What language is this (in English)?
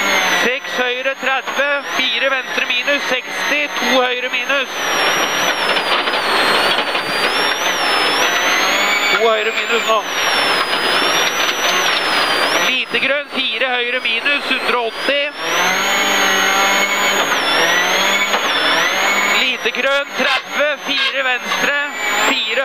Norwegian